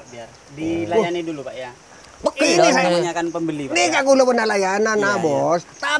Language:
Madurese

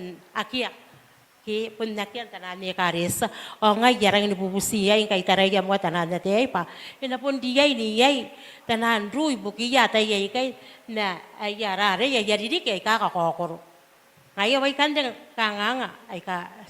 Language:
Gilbertese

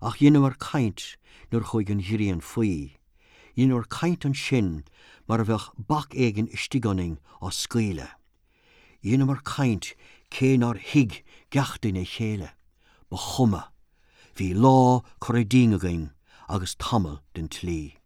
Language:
Irish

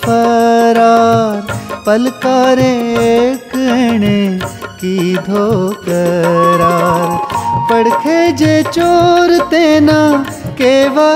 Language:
Gujarati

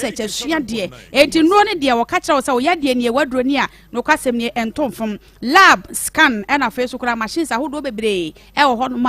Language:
Akan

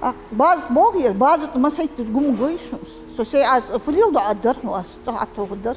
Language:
Ingush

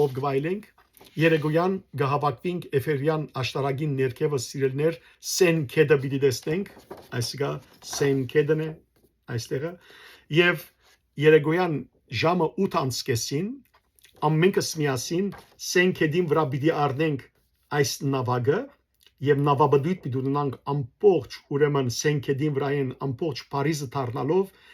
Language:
Western Armenian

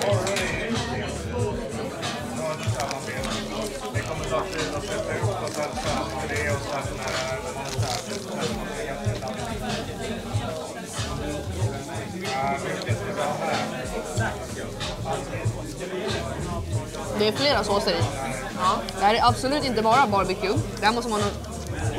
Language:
Swedish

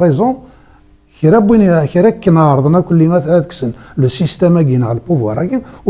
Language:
Kabyle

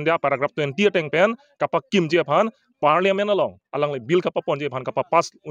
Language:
Karbi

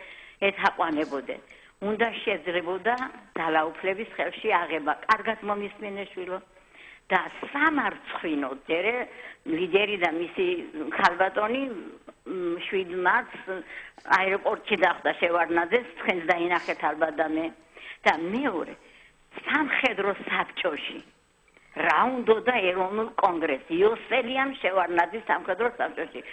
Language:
Georgian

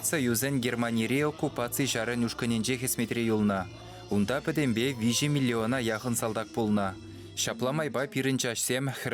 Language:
Chuvash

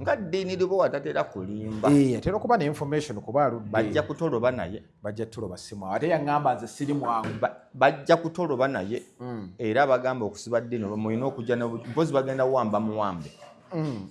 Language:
Ganda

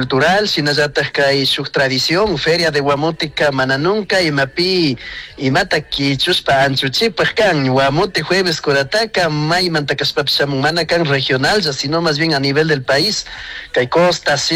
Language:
Chimborazo Highland Quichua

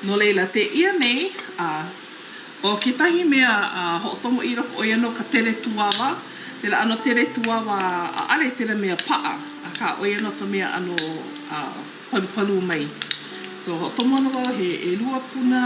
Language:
Hawaiian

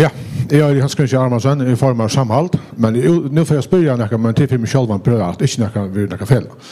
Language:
Faroese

